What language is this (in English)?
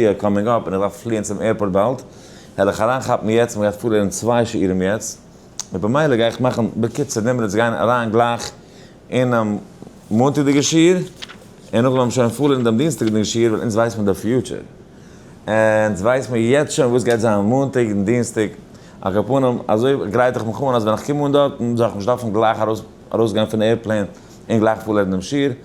Yiddish